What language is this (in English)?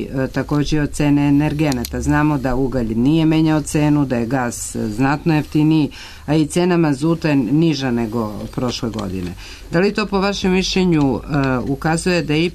Serbian